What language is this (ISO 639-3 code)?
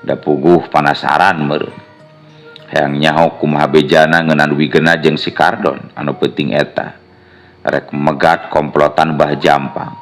sun